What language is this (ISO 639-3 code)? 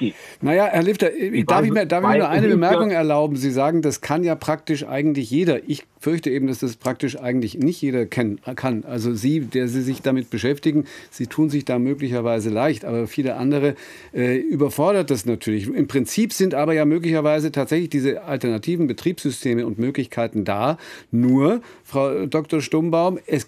deu